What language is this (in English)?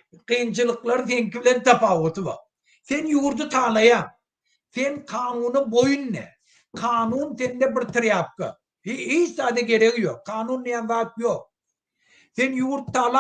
Turkmen